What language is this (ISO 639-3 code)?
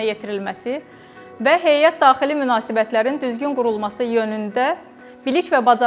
aze